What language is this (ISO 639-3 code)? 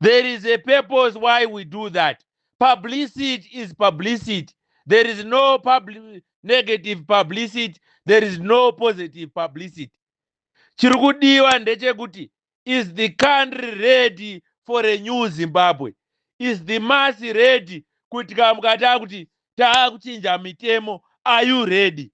sna